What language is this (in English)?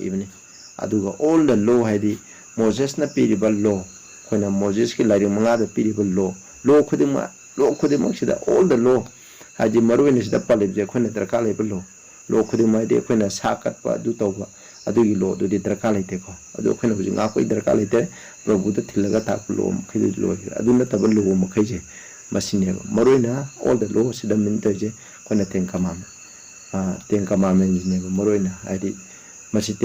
Manipuri